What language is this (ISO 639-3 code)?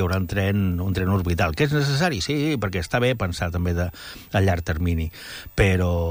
cat